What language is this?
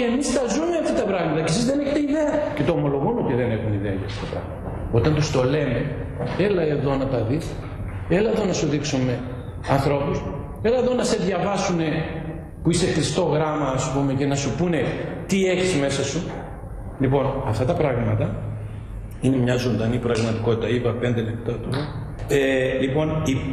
Greek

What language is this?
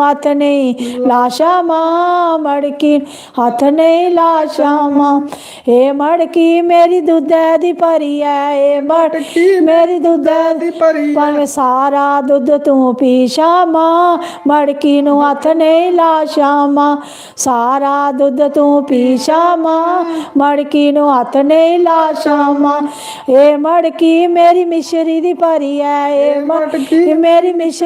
Dogri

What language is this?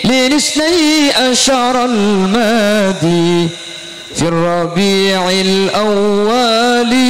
Madurese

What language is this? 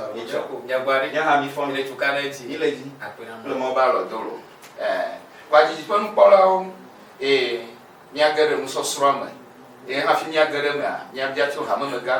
Ewe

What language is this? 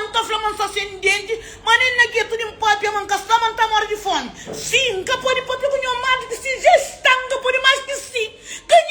Kabuverdianu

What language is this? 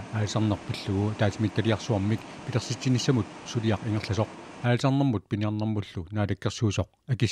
Kalaallisut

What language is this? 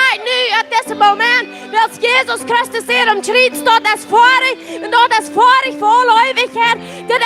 Plautdietsch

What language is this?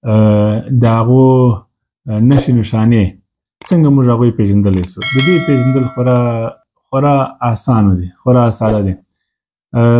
Pashto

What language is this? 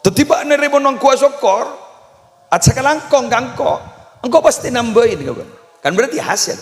Madurese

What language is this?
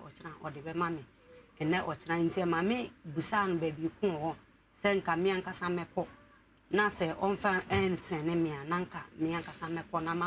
Akan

